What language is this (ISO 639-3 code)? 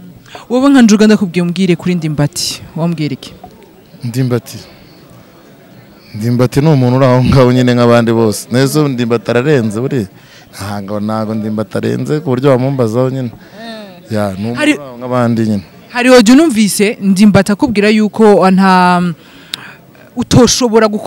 kin